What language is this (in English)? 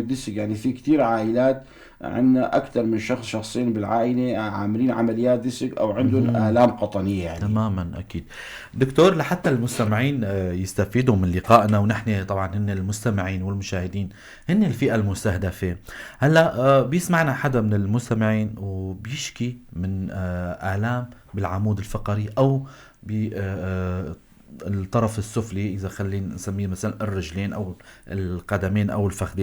North Levantine Arabic